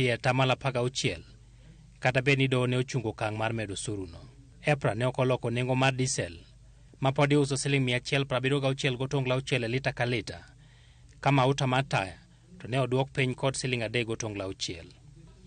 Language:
Luo (Kenya and Tanzania)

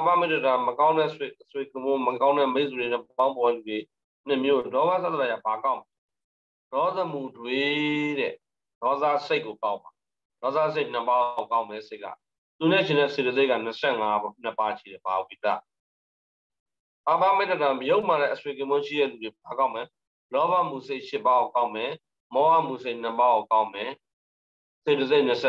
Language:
Burmese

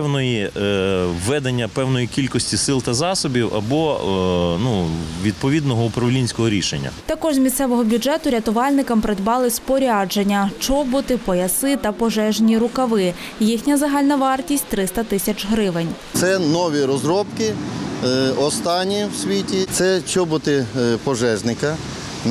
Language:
Ukrainian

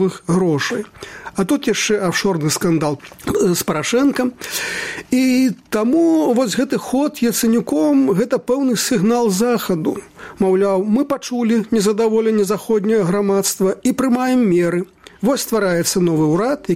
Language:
Belarusian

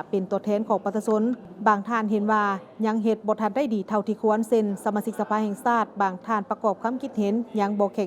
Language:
Lao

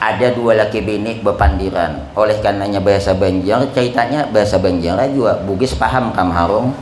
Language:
Banjar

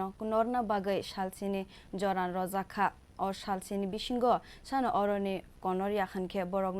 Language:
Kok Borok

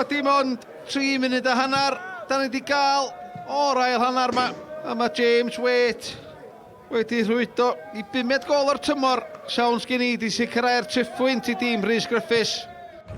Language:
Welsh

